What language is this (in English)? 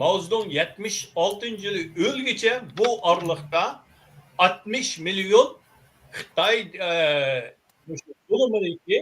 Uyghur